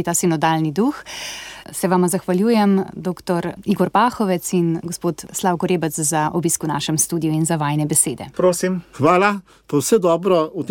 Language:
Slovenian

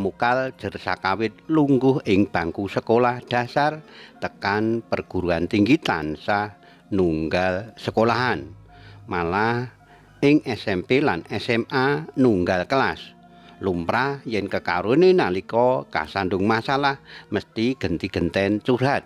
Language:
Javanese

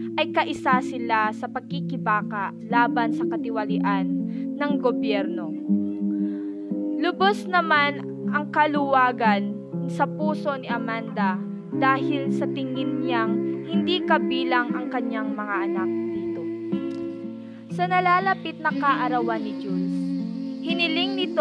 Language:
Filipino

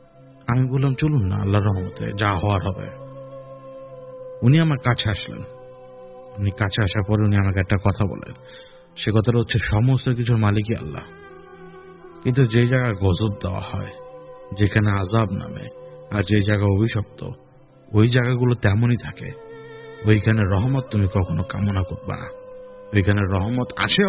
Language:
Bangla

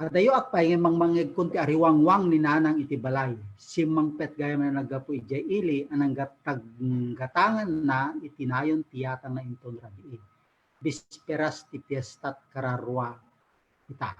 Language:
Iloko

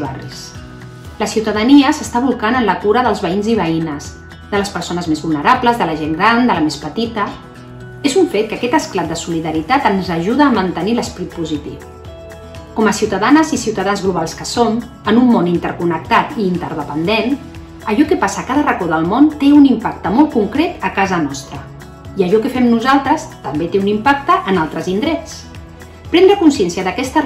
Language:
Catalan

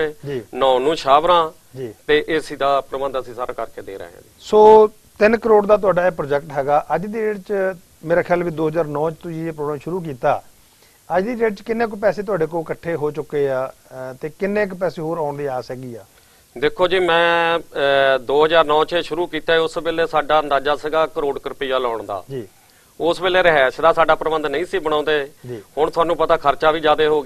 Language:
Punjabi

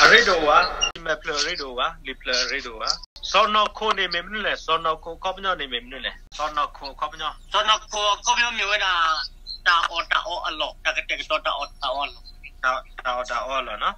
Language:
S'gaw Karen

